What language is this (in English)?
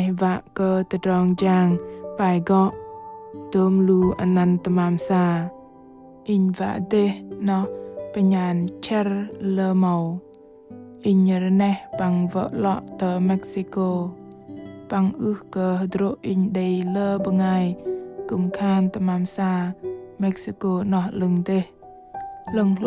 Bahnar